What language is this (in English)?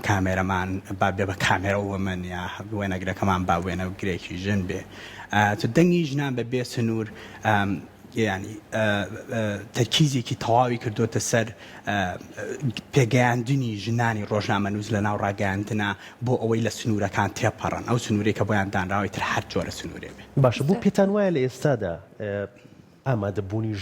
Central Kurdish